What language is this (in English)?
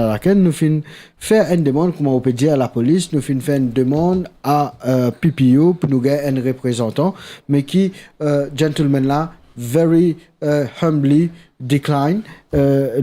Morisyen